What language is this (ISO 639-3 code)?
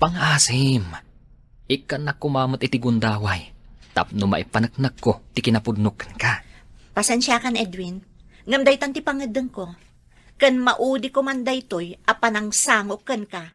ilo